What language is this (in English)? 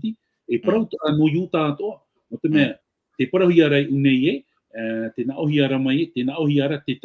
Tahitian